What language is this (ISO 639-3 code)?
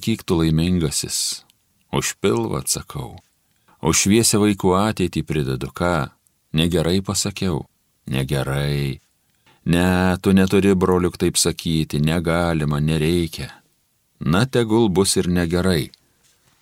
lit